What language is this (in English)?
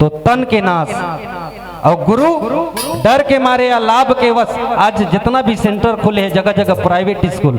Chhattisgarhi